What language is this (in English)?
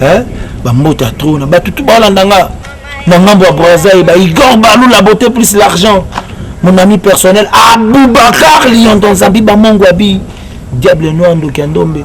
Lingala